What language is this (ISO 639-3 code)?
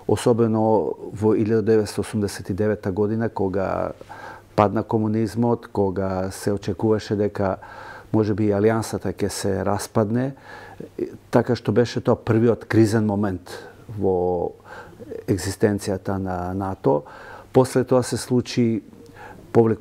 mkd